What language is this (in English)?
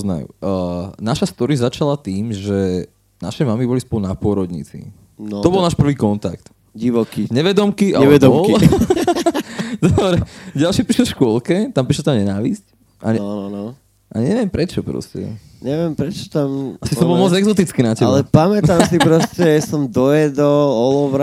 Slovak